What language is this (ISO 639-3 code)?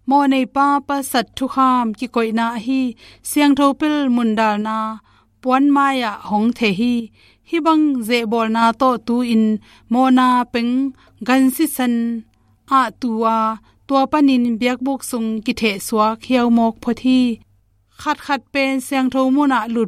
ctd